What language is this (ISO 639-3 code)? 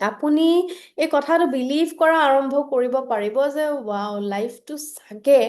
asm